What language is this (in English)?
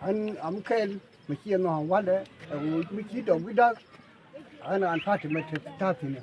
Nuer